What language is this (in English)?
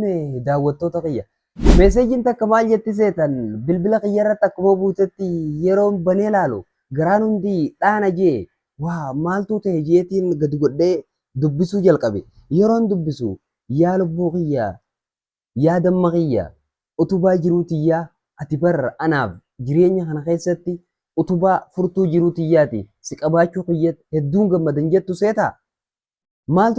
Oromo